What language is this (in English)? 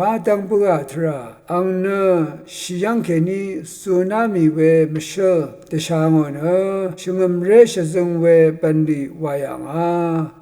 Rawang